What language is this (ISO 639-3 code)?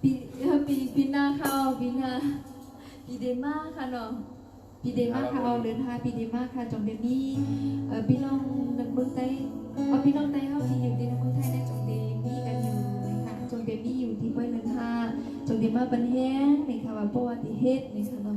shn